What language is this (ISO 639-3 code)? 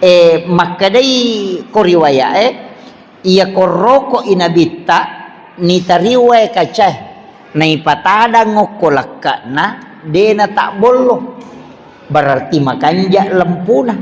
bug